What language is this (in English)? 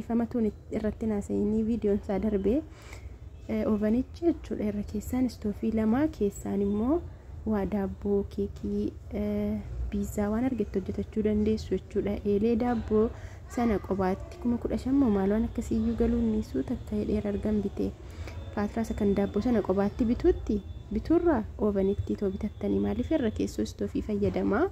Oromo